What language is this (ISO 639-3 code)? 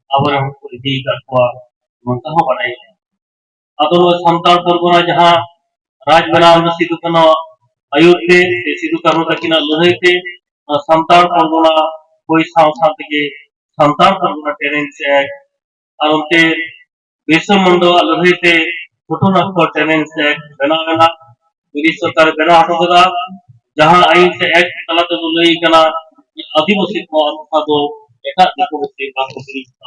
sat